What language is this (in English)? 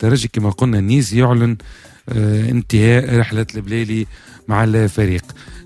Tunisian Arabic